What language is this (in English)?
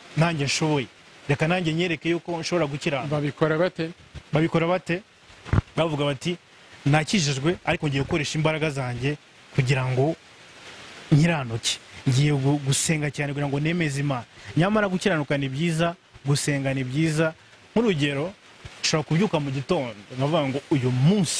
Kinyarwanda